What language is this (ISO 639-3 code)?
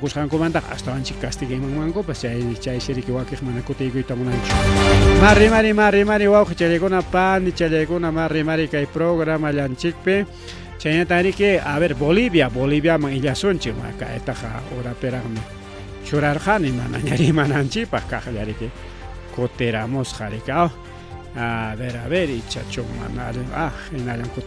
quy